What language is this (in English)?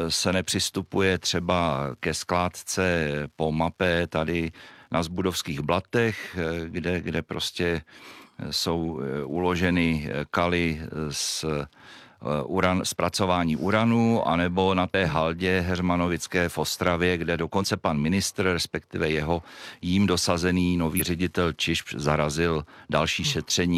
Czech